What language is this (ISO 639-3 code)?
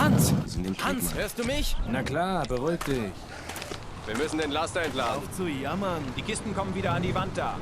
bar